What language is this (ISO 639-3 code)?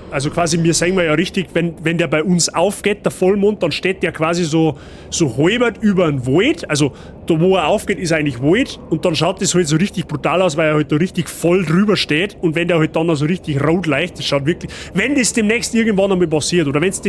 bar